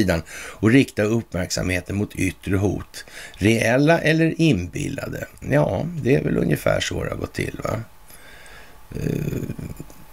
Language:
Swedish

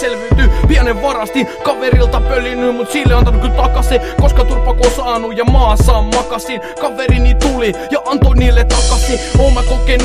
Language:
Finnish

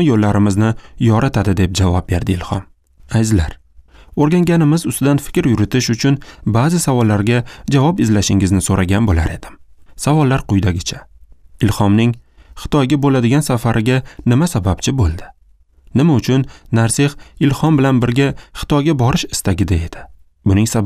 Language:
Uzbek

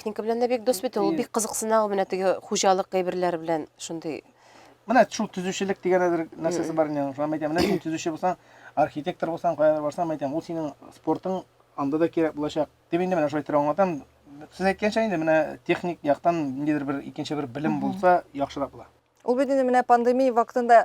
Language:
Tatar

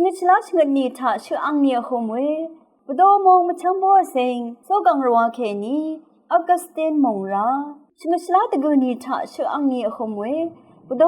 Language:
Rawang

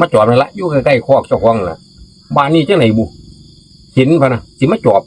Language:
Northeastern Thai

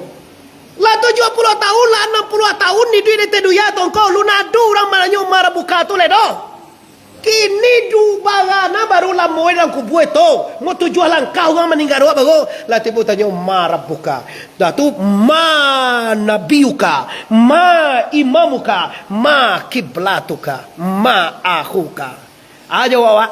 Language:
Minangkabau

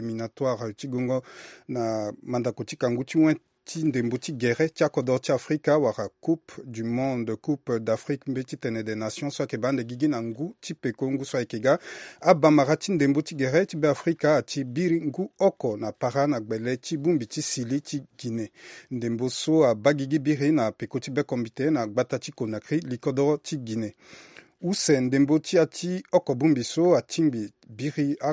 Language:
Sango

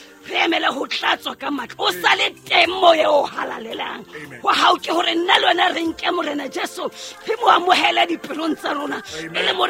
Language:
Southern Sotho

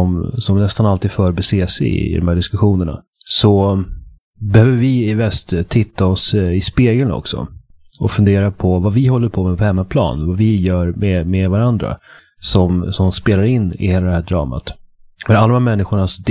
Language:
Swedish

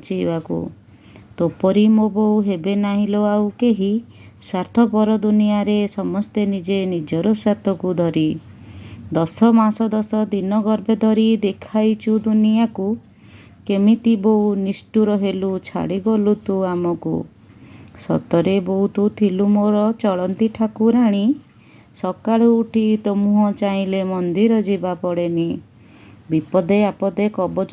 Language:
Odia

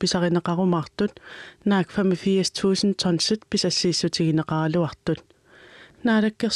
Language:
Kalaallisut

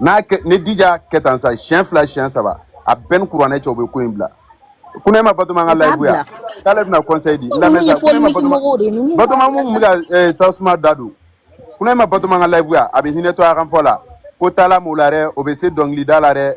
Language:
Bambara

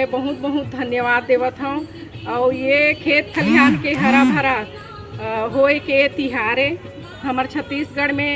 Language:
Chhattisgarhi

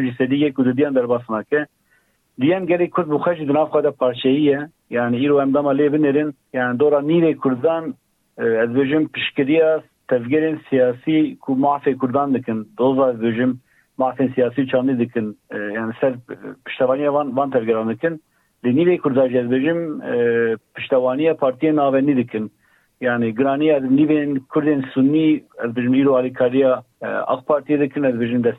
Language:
Kurdish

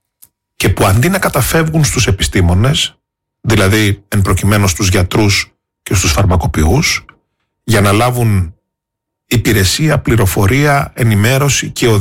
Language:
Greek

